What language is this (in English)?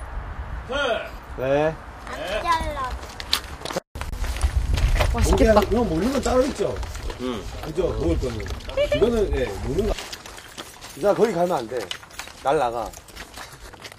Korean